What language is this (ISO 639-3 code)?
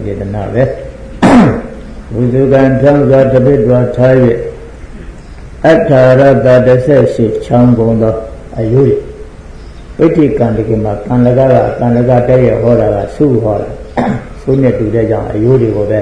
mya